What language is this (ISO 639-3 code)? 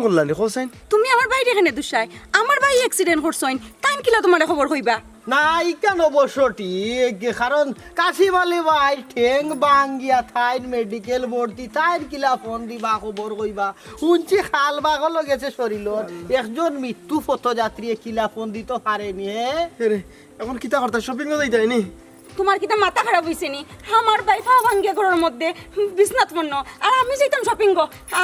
syl